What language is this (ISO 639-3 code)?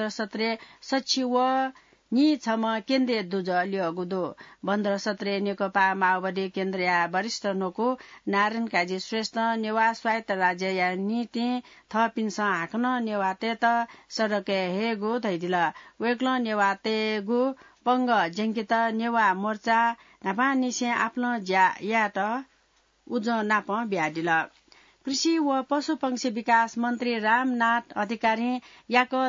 new